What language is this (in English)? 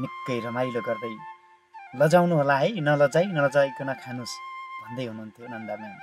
Nepali